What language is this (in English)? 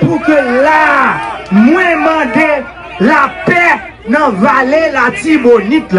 Haitian Creole